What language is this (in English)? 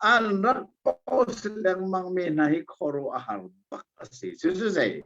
Hakha Chin